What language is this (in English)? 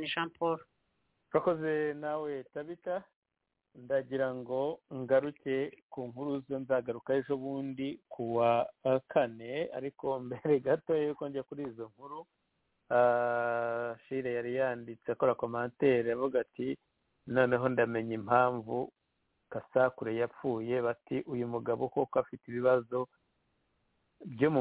Kinyarwanda